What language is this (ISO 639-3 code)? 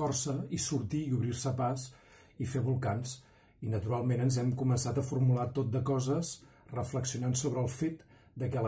cat